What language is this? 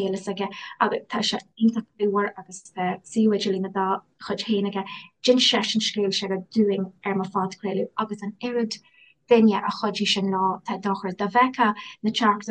Irish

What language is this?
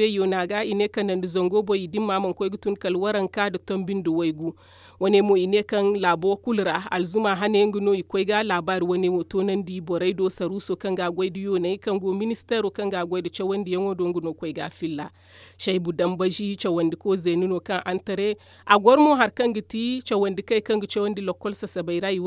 Zarma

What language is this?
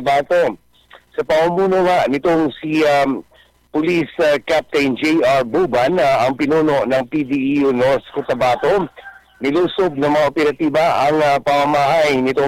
Filipino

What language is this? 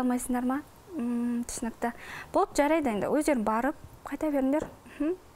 Kazakh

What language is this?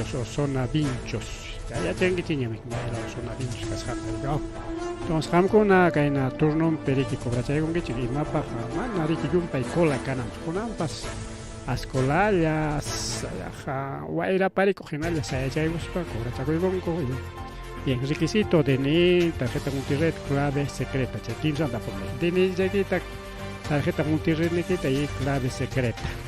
Ayacucho Quechua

